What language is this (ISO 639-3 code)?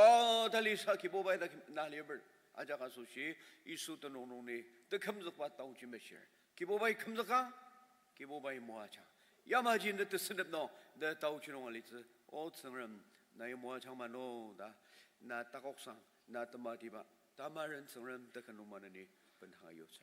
njo